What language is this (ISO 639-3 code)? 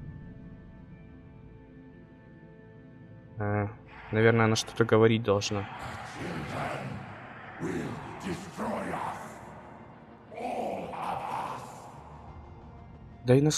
rus